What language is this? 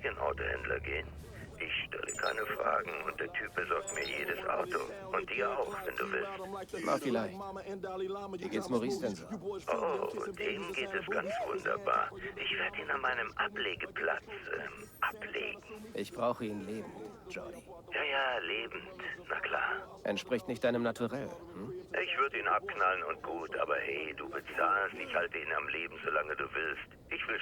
Bavarian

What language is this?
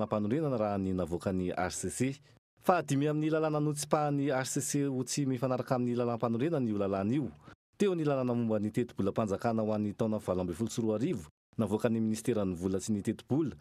Malagasy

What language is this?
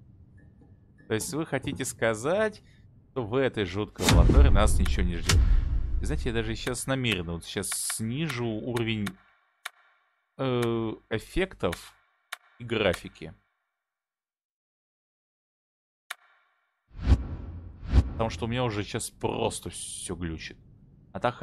Russian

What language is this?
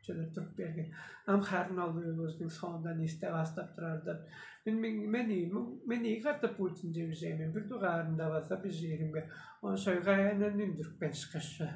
Tuvinian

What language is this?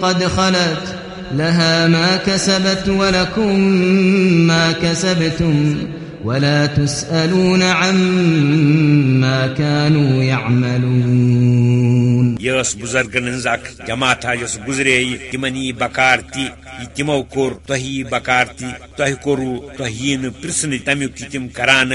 Kashmiri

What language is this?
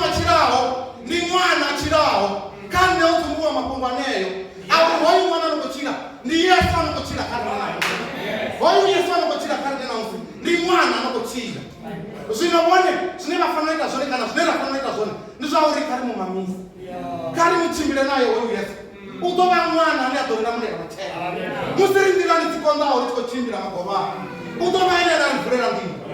Venda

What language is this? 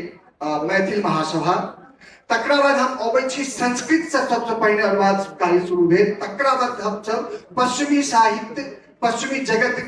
Maithili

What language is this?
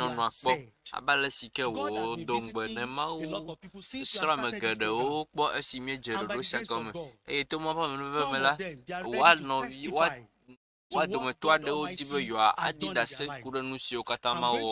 Ewe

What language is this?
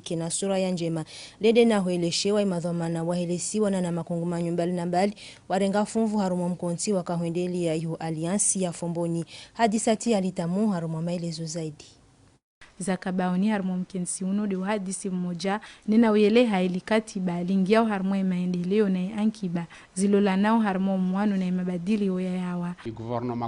Ngazidja Comorian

